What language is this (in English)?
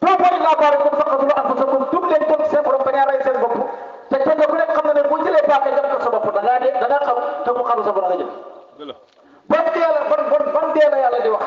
Wolof